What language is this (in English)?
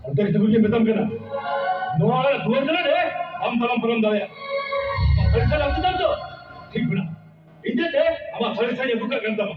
Santali